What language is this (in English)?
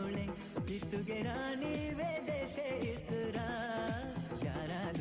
Divehi